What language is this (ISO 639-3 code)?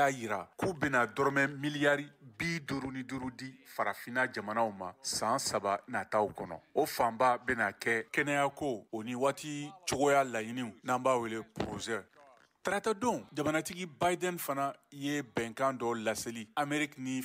bam